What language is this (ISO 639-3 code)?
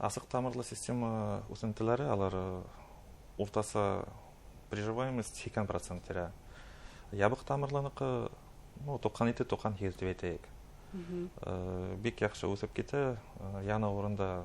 bak